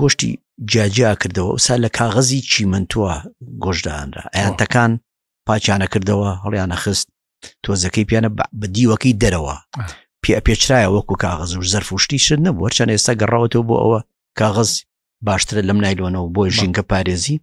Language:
Central Kurdish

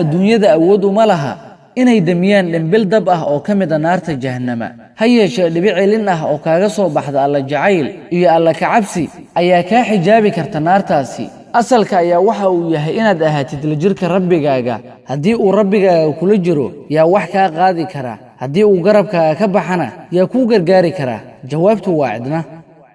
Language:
Somali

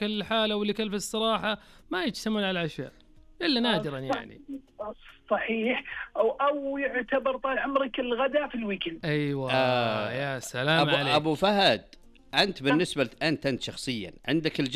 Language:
Najdi Arabic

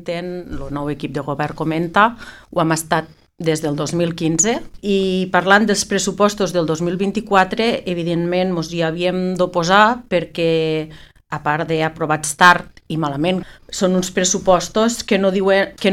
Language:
Catalan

